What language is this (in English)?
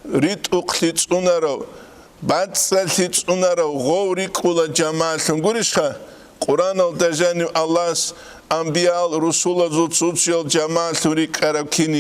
Avaric